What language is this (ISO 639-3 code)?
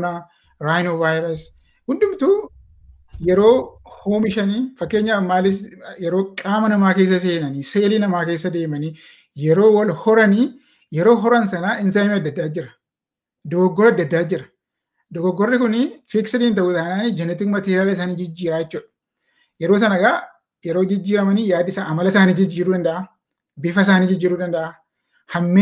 orm